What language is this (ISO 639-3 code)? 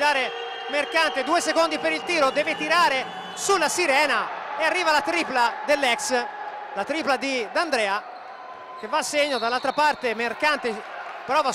ita